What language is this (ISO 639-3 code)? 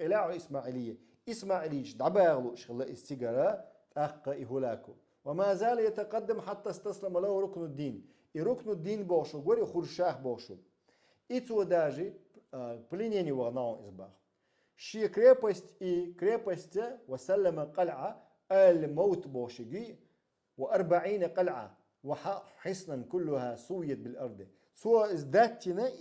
che